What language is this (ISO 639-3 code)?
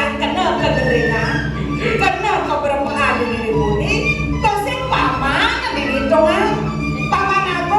ban